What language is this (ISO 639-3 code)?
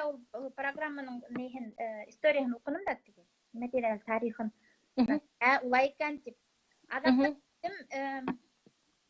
bak